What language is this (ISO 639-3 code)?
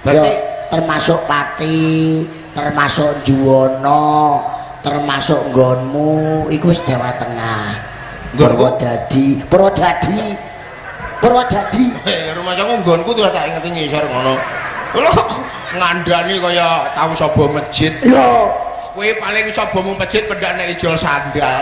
jav